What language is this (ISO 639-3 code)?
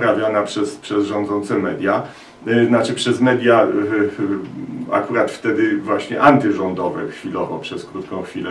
pol